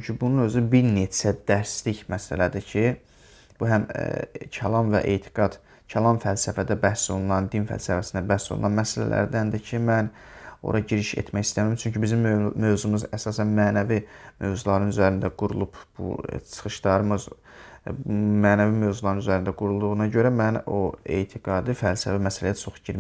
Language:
Azerbaijani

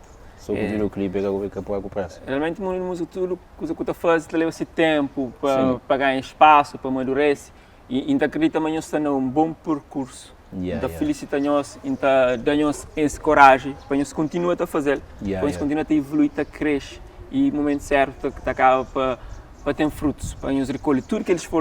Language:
Kabuverdianu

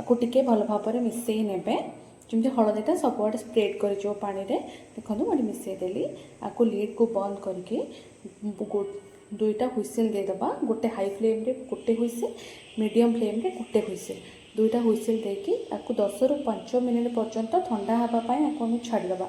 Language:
Odia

